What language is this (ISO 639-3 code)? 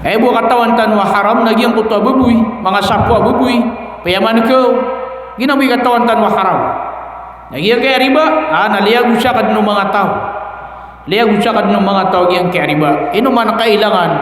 mrw